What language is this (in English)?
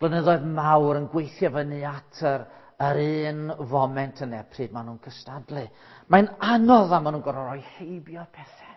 Welsh